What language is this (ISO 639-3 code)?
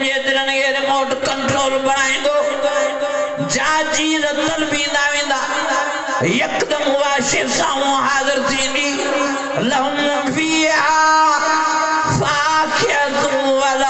snd